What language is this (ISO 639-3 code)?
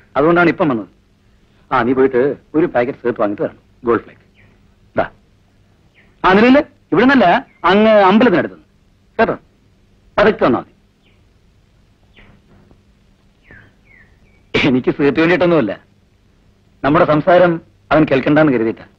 mal